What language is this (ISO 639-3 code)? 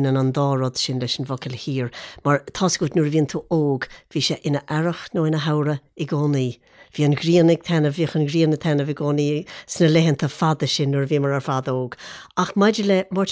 gle